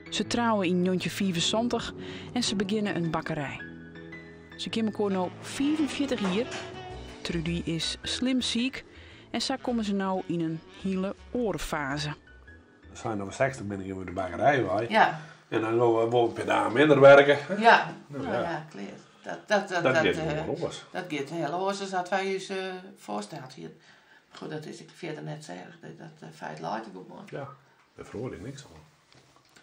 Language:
Western Frisian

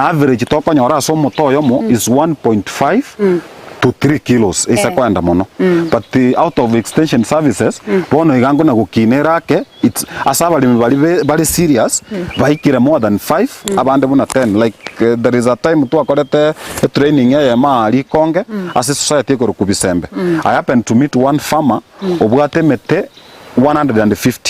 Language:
Gusii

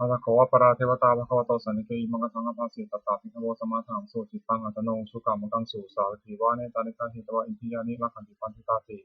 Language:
Pali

